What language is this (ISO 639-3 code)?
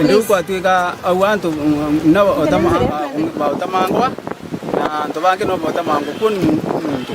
mer